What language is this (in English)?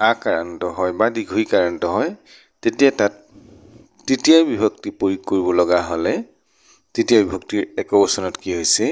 Assamese